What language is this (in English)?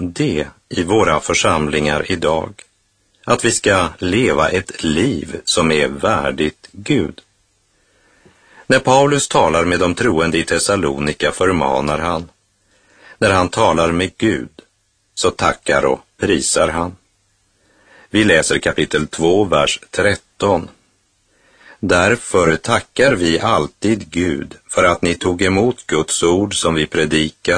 Swedish